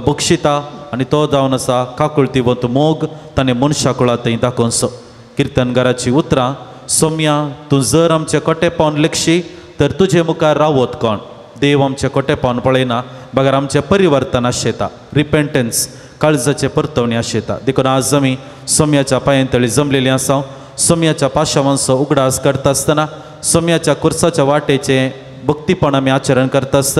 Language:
Konkani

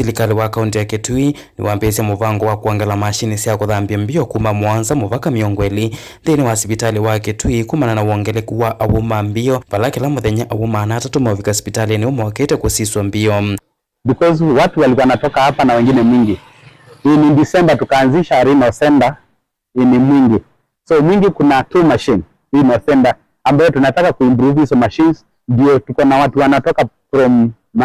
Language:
Kamba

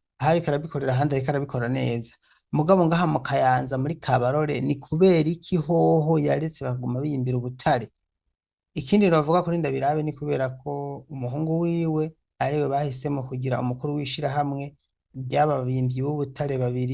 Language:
Rundi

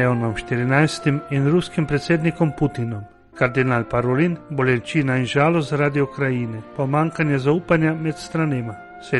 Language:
Slovenian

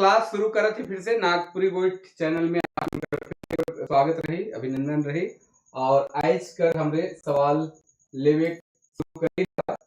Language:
Sadri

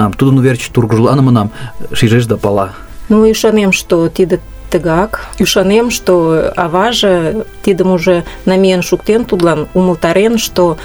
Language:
Mari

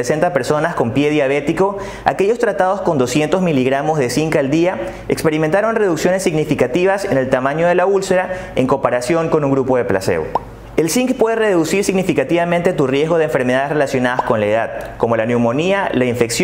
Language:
Spanish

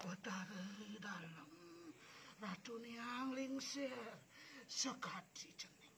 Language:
Balinese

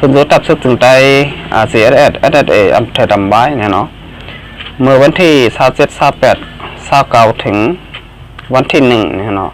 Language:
Shan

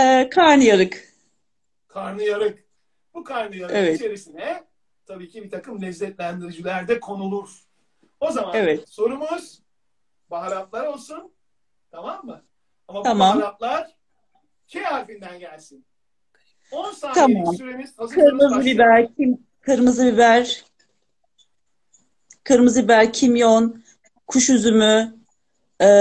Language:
Turkish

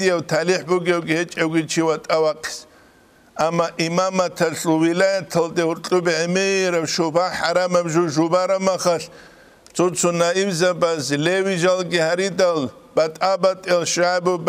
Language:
Avaric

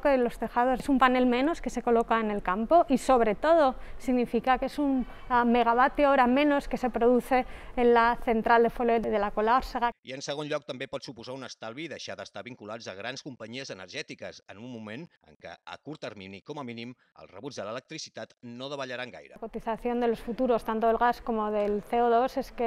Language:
Catalan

